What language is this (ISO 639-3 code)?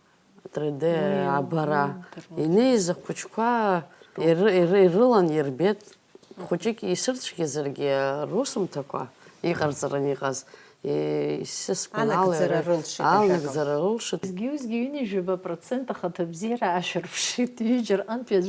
abk